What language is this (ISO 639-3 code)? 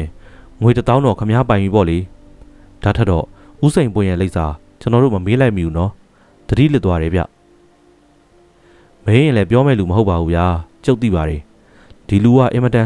mya